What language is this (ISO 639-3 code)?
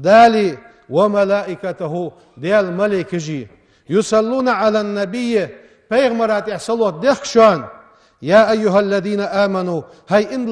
inh